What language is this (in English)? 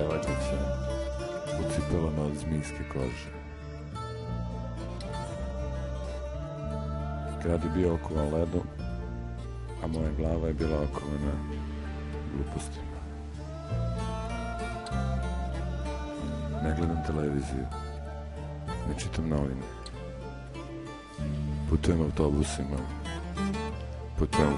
Serbian